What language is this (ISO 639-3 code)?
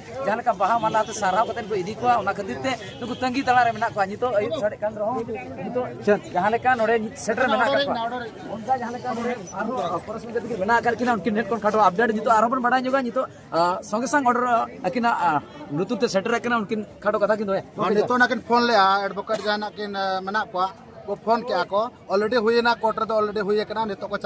sat